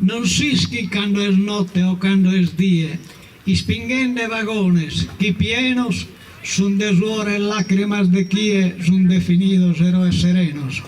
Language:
Sardinian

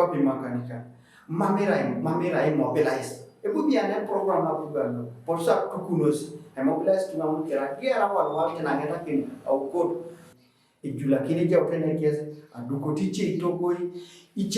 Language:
Teso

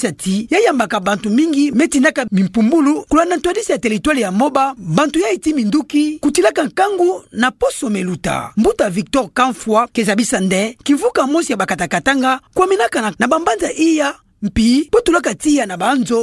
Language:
Kituba (Democratic Republic of Congo)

